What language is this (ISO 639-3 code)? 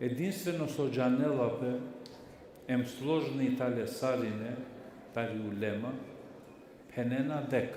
rmn